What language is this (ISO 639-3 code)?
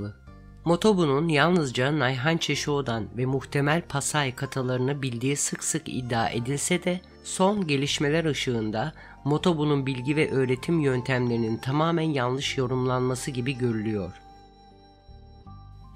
tur